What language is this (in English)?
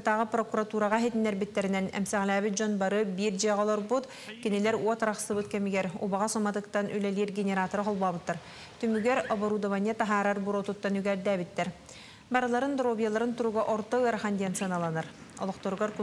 Yakut